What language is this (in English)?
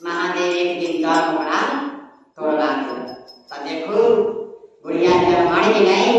Magahi